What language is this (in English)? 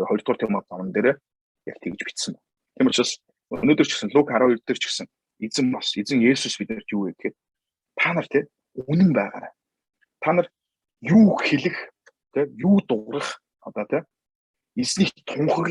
Mongolian